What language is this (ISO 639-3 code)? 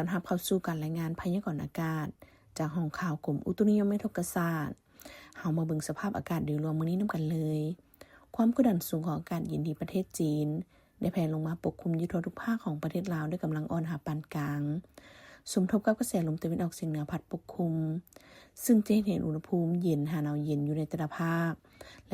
lao